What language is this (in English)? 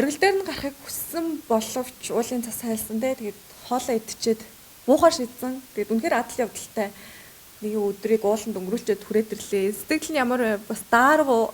Mongolian